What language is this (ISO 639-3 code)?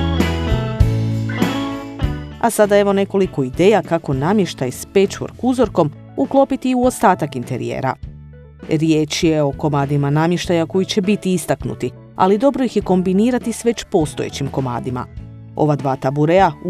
hrv